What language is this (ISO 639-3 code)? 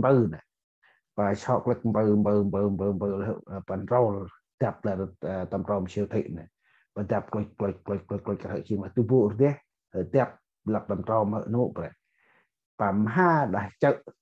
cmo